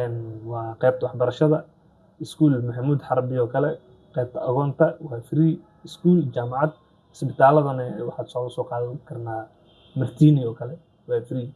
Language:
Somali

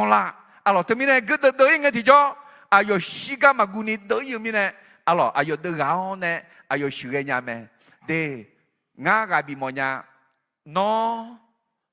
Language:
Akha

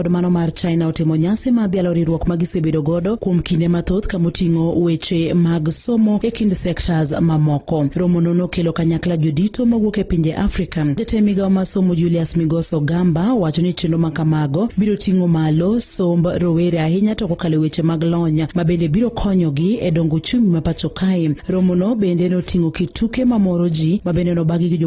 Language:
Luo (Kenya and Tanzania)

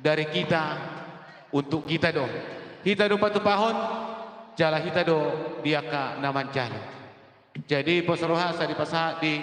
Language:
Batak Toba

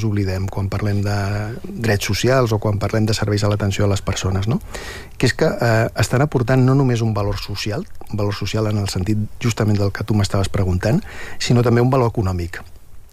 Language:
Catalan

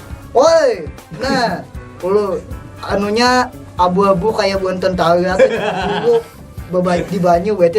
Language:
Banjar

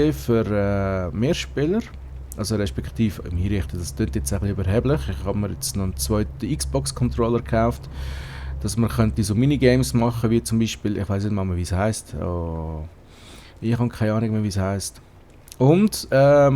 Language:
Swiss German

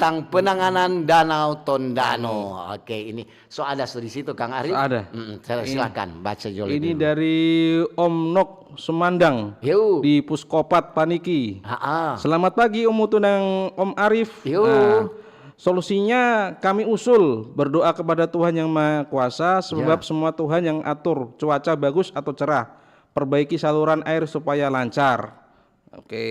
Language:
Manado Malay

